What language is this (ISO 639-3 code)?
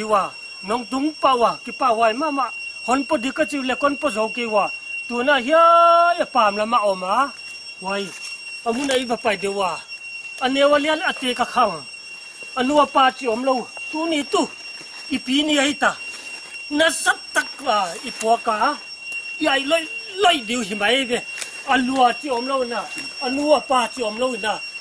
ctd